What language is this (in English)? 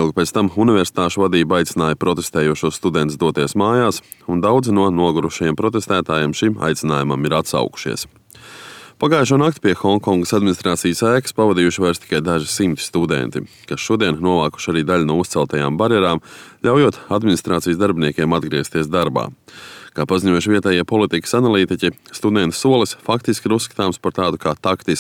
Latvian